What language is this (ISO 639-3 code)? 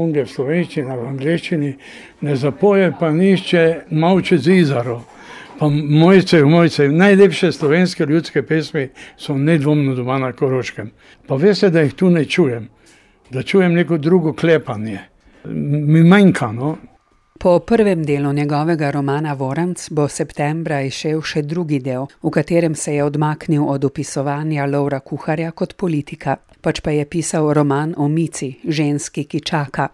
slv